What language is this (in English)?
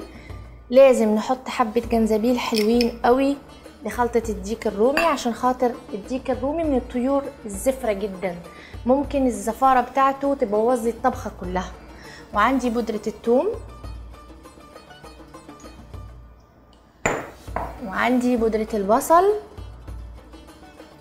Egyptian Arabic